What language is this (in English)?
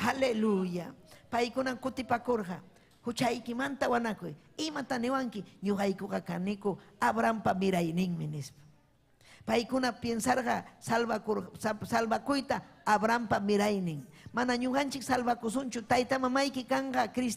Ayacucho Quechua